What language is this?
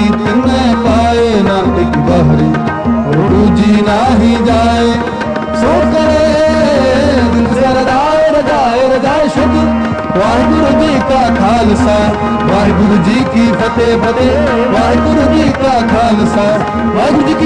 Punjabi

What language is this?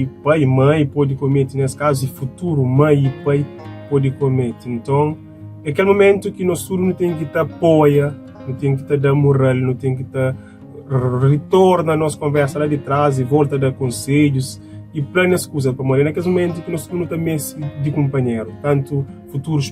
Kabuverdianu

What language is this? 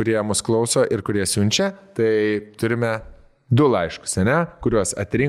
Lithuanian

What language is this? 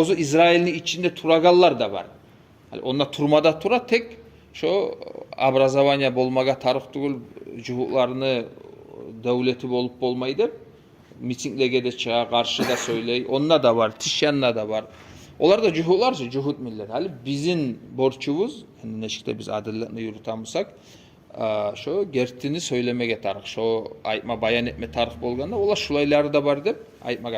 Kumyk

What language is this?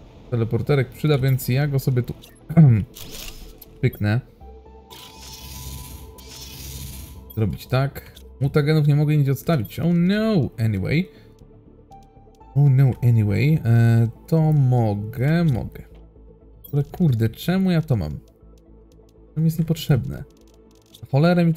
Polish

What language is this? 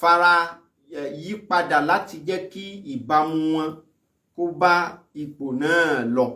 Yoruba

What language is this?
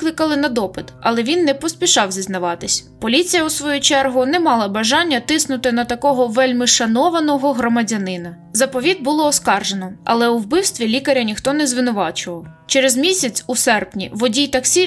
Ukrainian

